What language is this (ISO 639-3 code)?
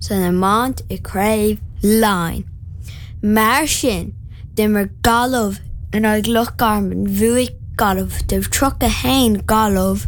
gle